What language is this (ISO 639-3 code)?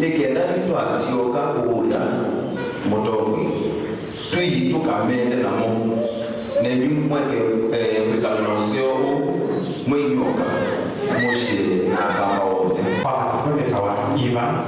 kam